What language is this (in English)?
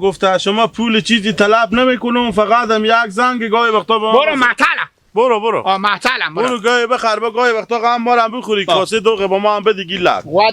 Hazaragi